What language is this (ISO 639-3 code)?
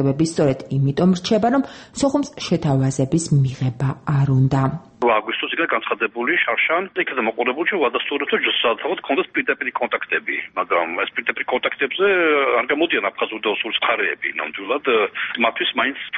kat